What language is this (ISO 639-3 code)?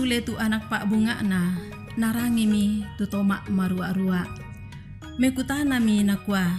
sda